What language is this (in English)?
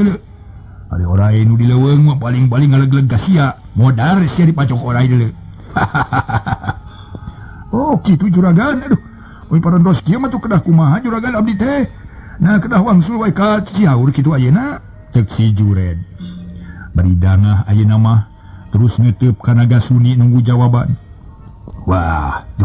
Sundanese